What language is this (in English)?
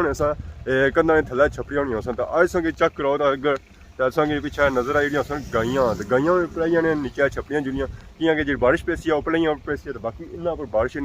Pahari-Potwari